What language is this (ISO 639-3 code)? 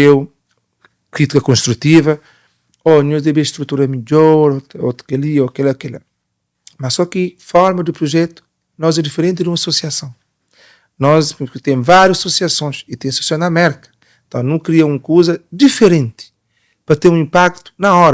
kea